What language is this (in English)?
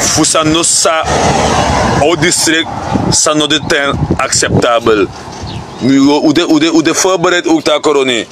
Sranan Tongo